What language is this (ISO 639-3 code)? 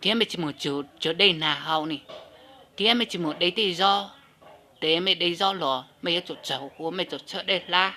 hmn